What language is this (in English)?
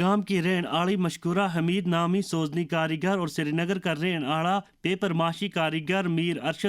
Gujari